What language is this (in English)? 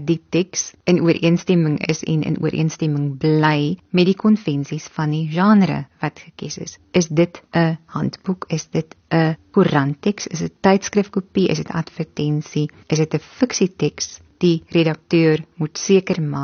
Afrikaans